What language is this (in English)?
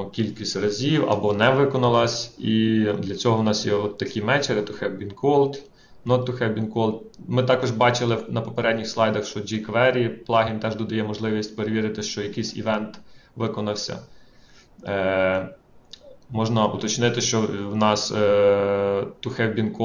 Ukrainian